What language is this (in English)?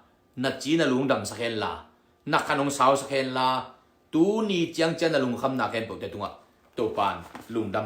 Tedim Chin